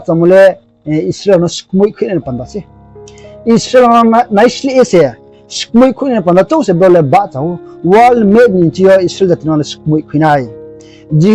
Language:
Riang (India)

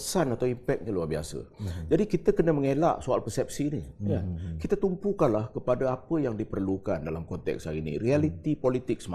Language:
Malay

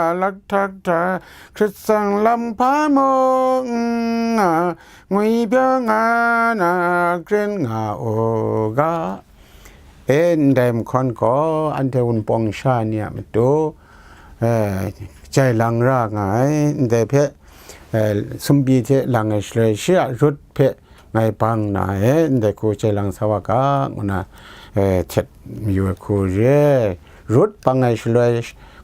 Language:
Kachin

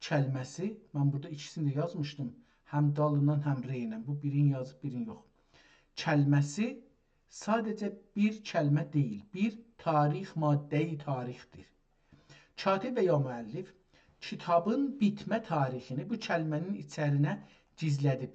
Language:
South Azerbaijani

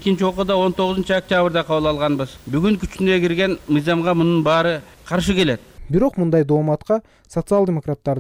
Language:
Kyrgyz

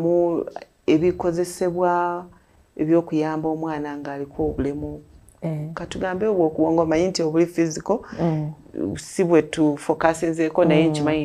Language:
Ganda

